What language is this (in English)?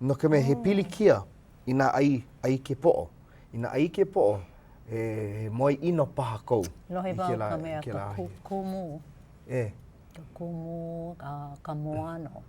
Hawaiian